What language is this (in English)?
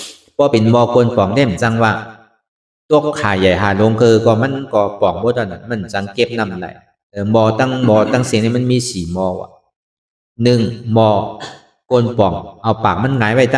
Shan